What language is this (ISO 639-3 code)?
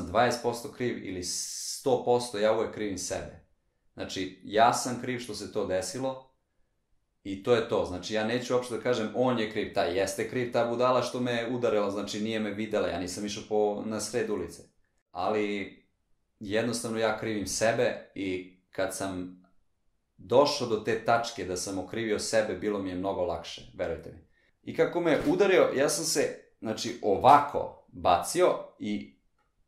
srp